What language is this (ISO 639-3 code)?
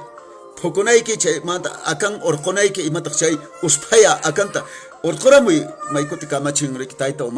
que